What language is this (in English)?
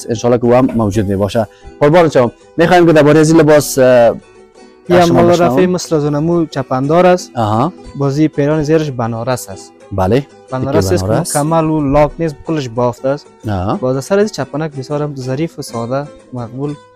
Persian